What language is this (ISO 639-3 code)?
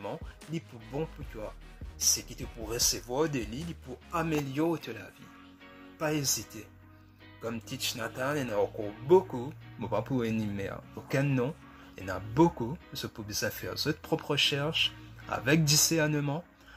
mfe